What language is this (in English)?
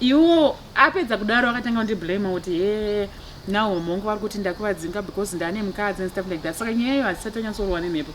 Shona